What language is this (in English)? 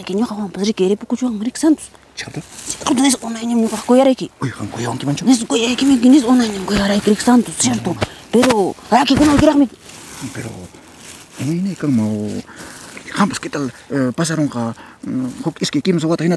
Ayacucho Quechua